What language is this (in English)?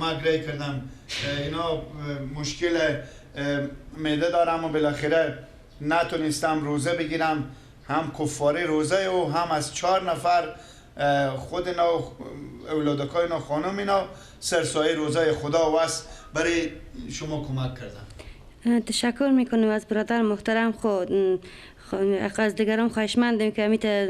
Persian